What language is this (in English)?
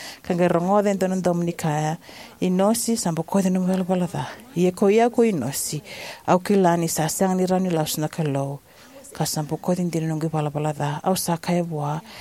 Fijian